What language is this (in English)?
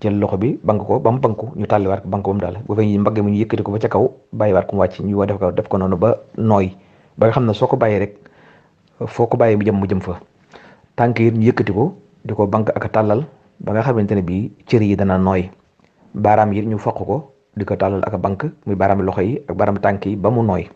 Wolof